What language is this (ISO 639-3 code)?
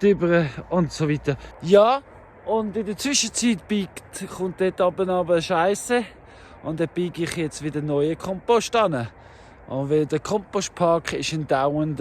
gsw